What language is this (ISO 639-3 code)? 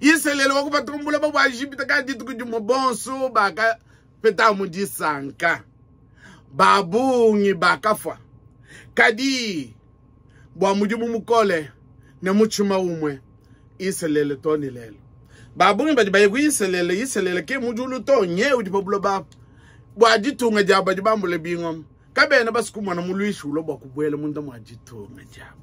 lua